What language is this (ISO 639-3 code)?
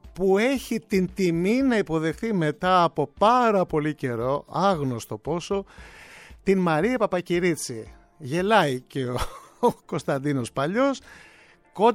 ell